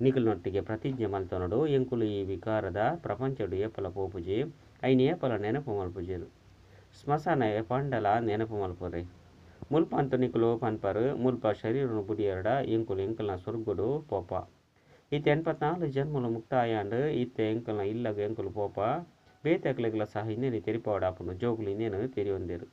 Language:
Tulu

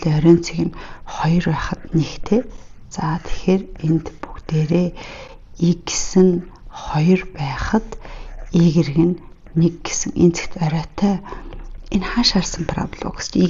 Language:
Mongolian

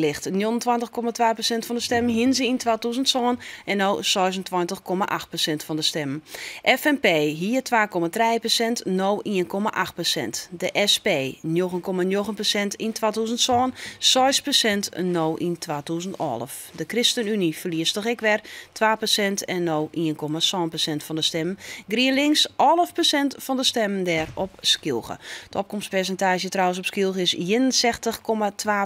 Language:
Western Frisian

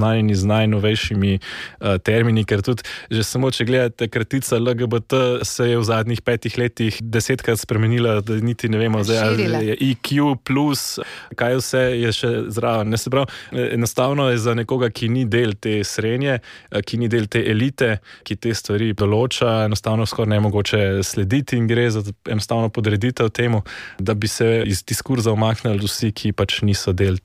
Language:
Slovenian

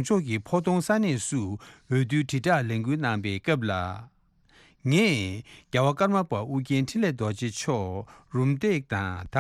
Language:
Tibetan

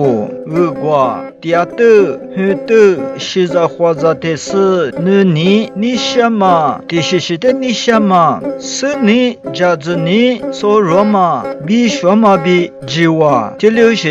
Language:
Lisu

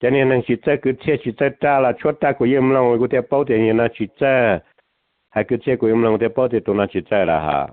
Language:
Hmong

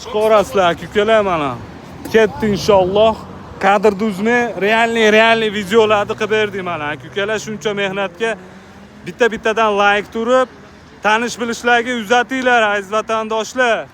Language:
Uzbek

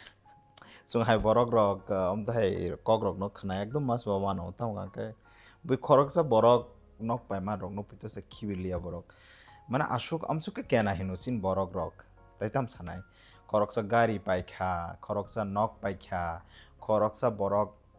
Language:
Kok Borok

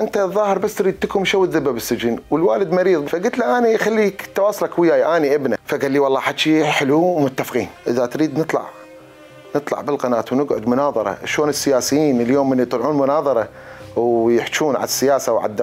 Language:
Mesopotamian Arabic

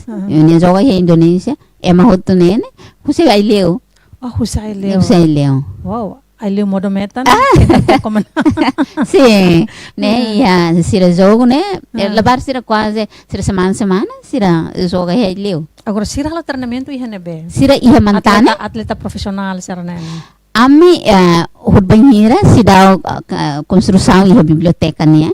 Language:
Tetum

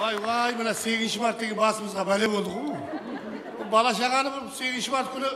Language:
Kara-Kalpak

